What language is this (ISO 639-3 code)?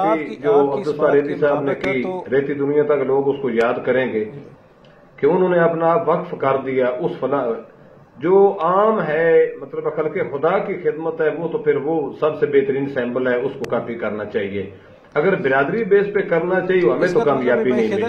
urd